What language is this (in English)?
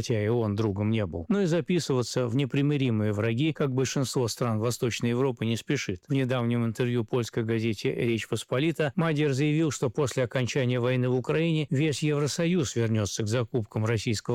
Russian